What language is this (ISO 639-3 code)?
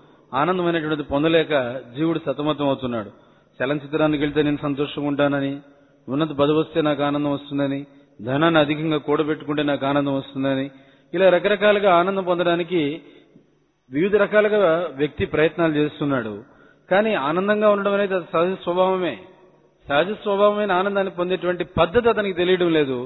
tel